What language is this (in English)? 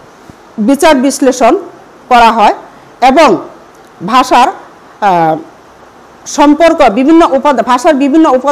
Bangla